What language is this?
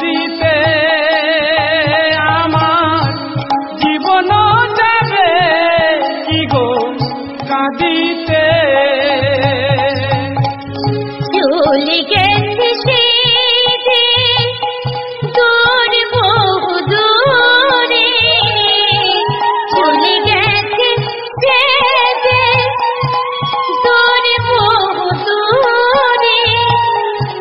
Bangla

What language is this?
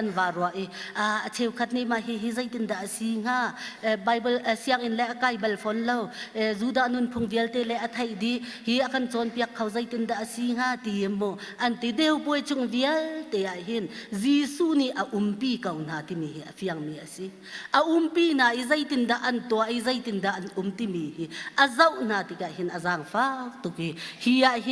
Hakha Chin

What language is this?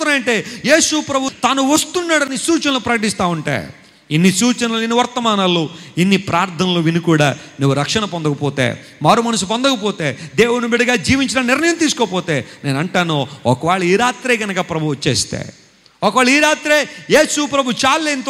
Telugu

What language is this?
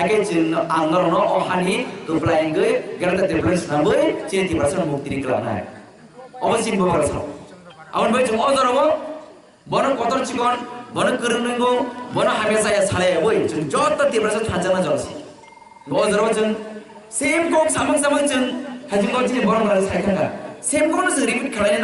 Kok Borok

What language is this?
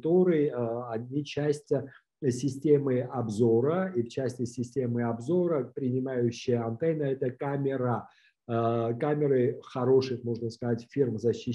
Russian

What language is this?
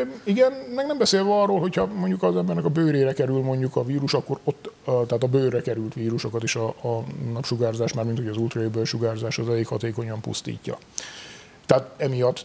Hungarian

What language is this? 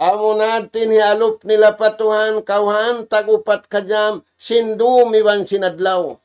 Tausug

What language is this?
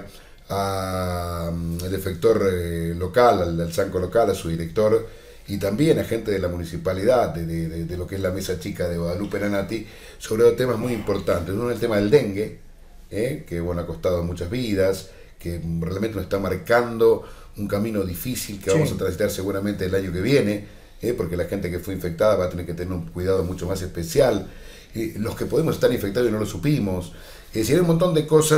Spanish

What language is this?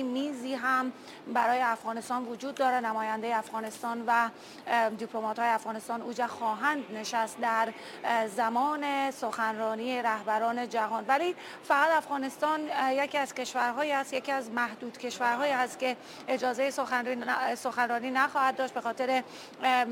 Persian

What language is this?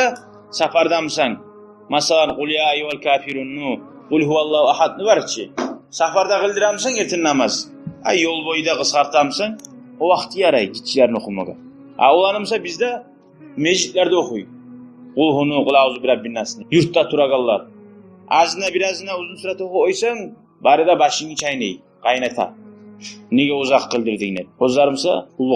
Kumyk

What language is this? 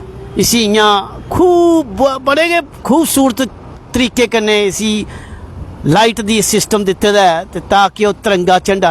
Dogri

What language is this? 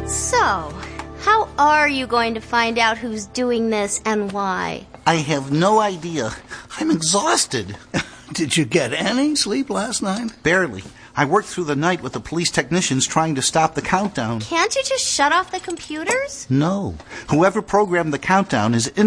English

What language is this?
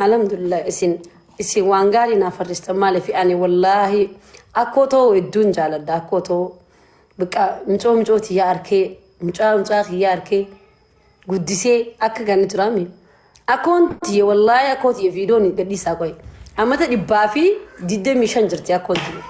Oromo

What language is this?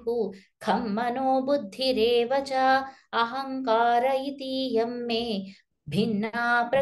Sanskrit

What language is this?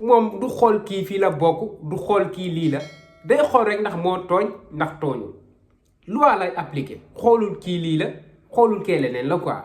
Wolof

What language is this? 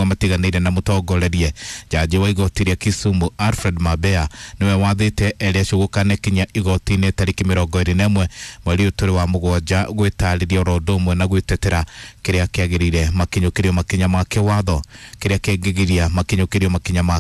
Kikuyu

